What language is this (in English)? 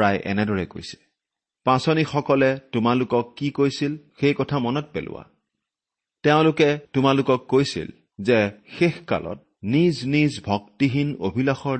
Assamese